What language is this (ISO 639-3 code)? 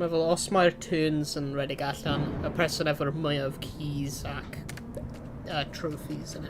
cym